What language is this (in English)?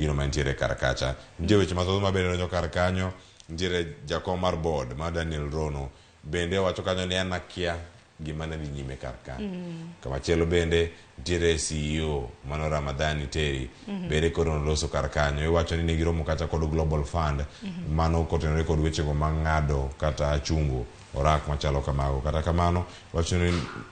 Luo (Kenya and Tanzania)